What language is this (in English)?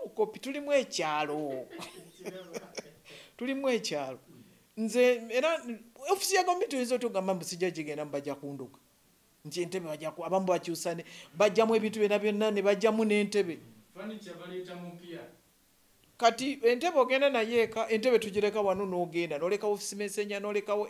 Ganda